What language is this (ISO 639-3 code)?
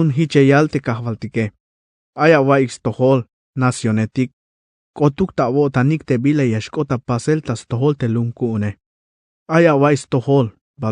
tzh